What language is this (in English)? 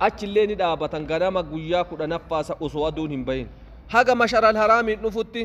Oromo